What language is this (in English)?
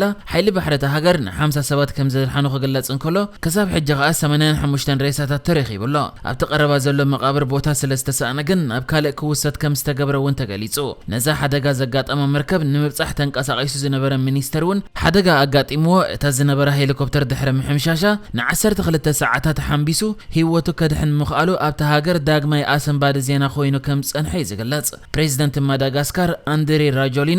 Tigrinya